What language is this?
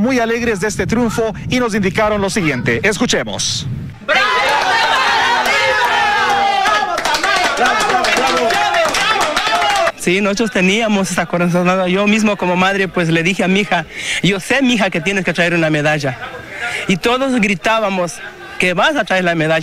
Spanish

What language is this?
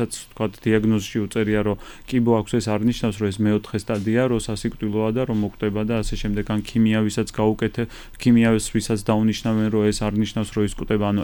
Georgian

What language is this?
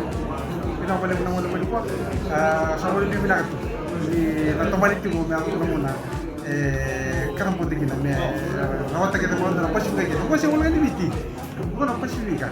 Fijian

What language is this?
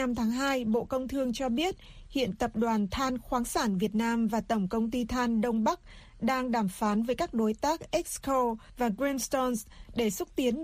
Vietnamese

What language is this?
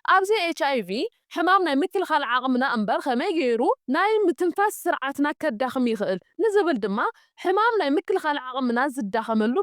Tigrinya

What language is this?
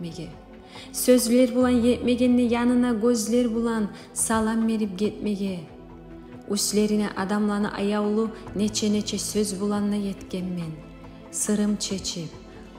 Kumyk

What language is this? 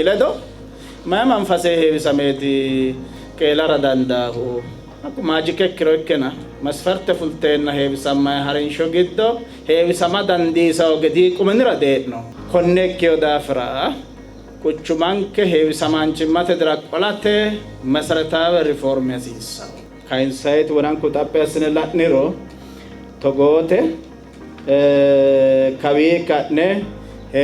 Sidamo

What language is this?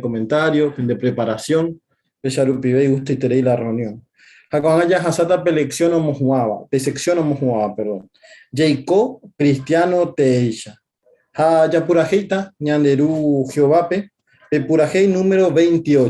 Guarani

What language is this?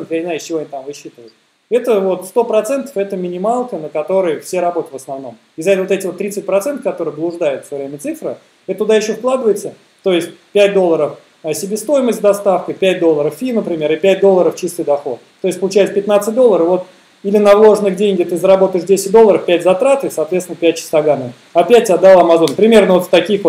Russian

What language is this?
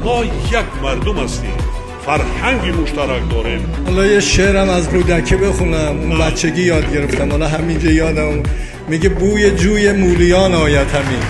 Tajik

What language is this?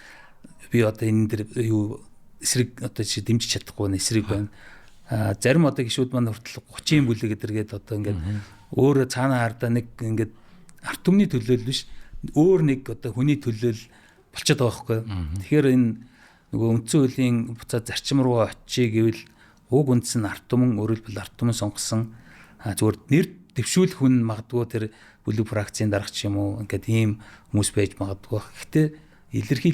Mongolian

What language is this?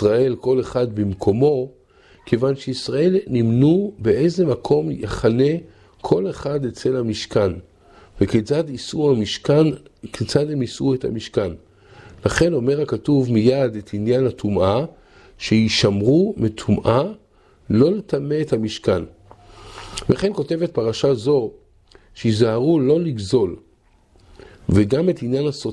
Hebrew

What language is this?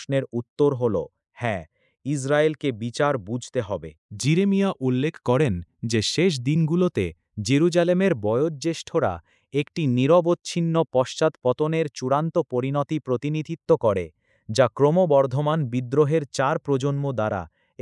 Bangla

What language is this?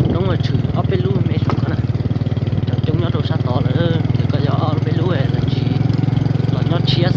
Hmong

